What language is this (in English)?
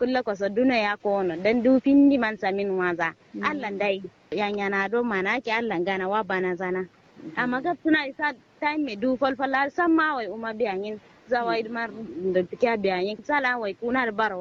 Kanuri